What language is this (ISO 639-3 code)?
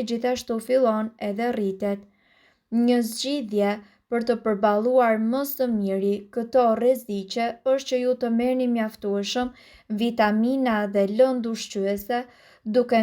sqi